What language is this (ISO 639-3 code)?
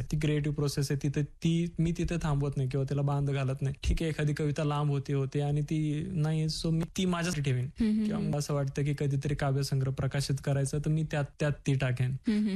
mar